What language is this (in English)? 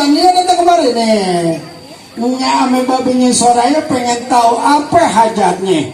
Betawi